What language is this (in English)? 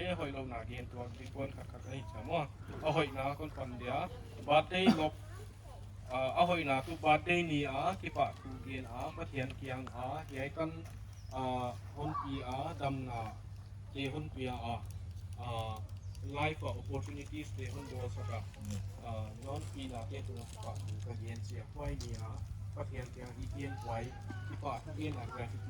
Paite Chin